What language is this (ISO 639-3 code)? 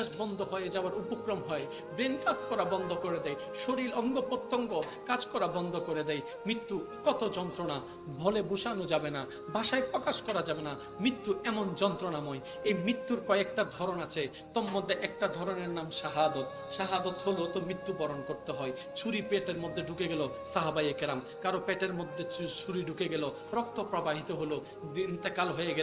ben